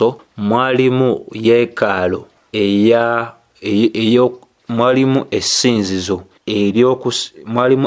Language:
Ganda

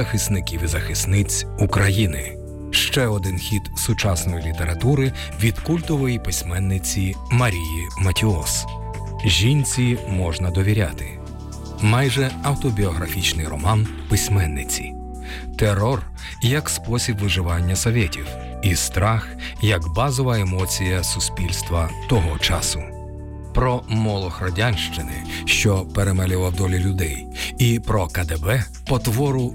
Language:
Ukrainian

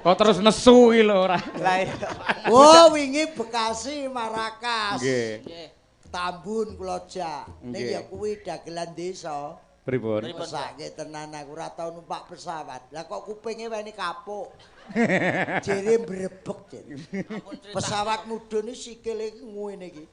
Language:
Javanese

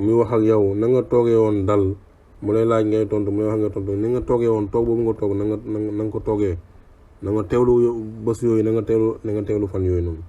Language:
Wolof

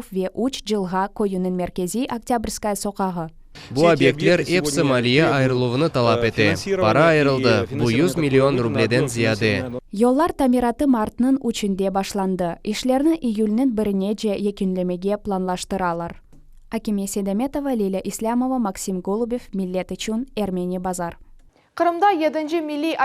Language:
Crimean Tatar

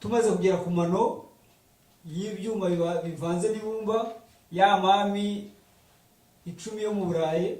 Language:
Kinyarwanda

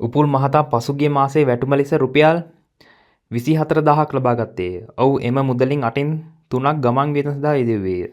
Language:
Sinhala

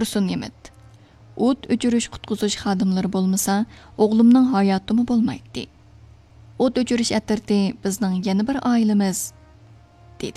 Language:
Uyghur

